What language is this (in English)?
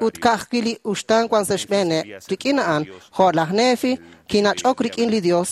Kekchí